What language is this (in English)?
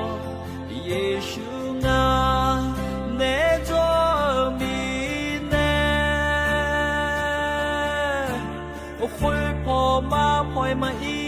Akha